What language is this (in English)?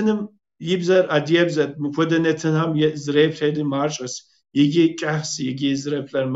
Kabardian